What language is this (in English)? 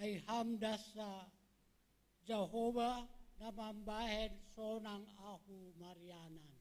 Batak Simalungun